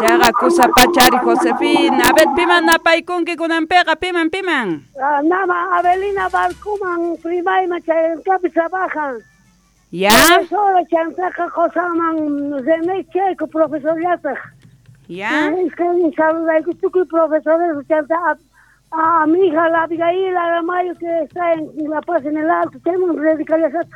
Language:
South Bolivian Quechua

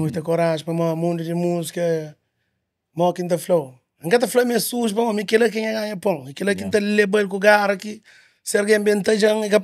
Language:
Kabuverdianu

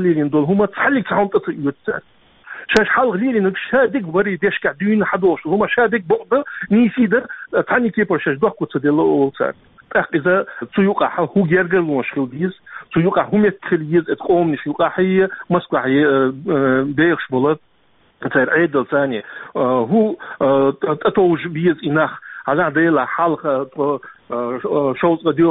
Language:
Chechen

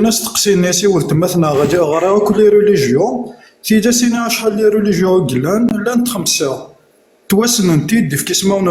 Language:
Kabyle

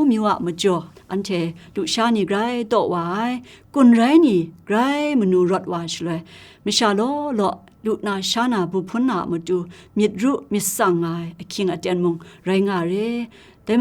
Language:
Kachin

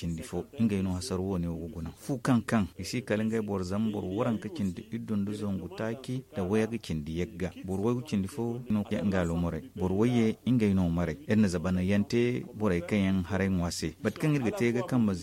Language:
Zarma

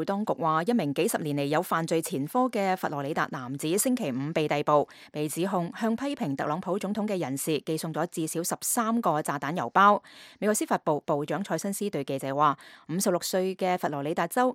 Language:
Cantonese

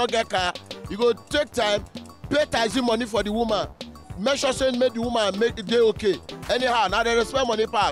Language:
Nigerian Pidgin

